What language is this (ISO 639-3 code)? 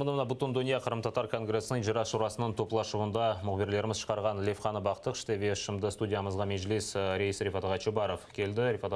crh